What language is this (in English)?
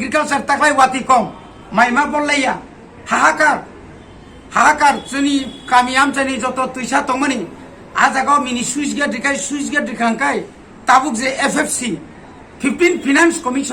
Kok Borok